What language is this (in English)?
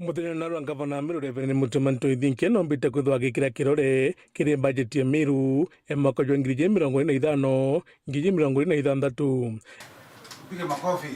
Meru